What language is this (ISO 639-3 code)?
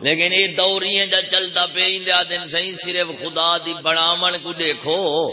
skr